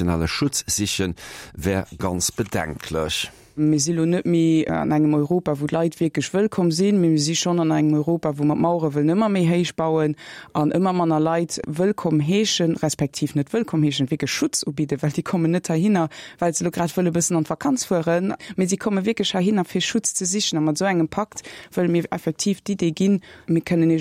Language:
Luxembourgish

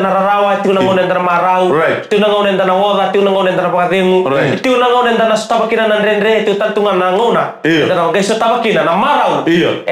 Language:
Fijian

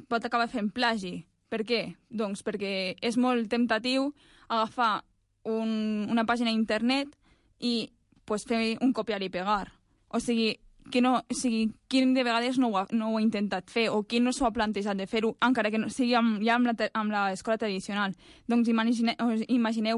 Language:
Catalan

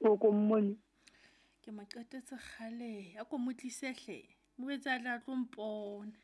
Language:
Southern Sotho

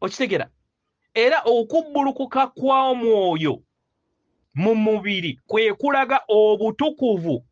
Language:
Ganda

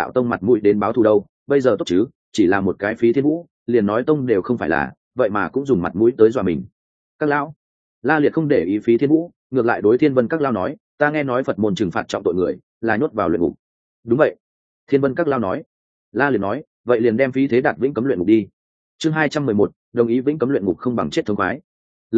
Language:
Vietnamese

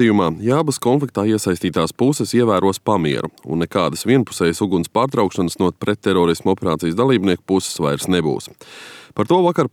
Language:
Latvian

